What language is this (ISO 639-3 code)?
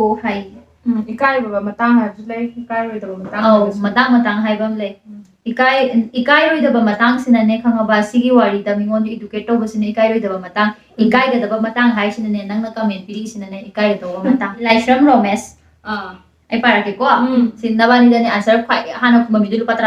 mni